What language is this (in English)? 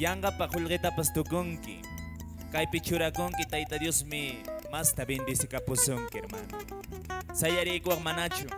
Quechua